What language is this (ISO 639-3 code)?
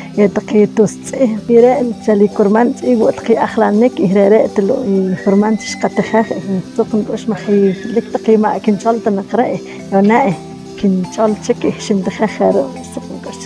poh